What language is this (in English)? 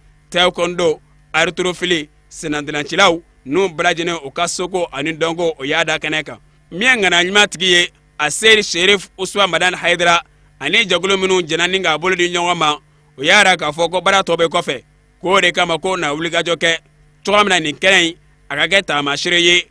Bambara